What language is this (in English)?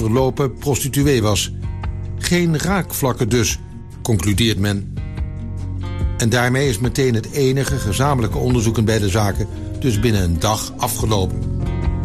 Dutch